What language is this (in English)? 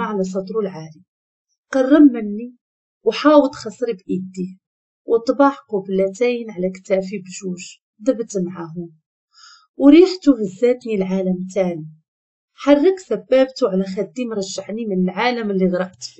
Moroccan Arabic